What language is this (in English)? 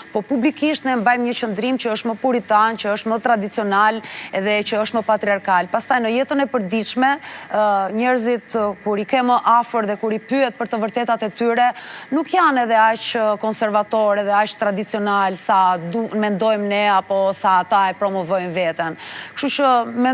Albanian